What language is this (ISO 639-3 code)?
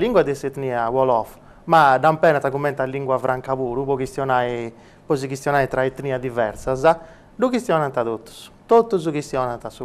srd